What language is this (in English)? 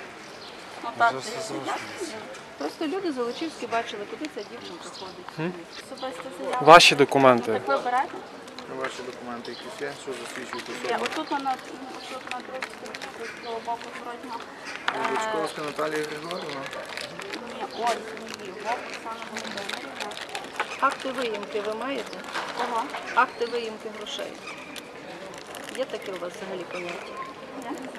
Ukrainian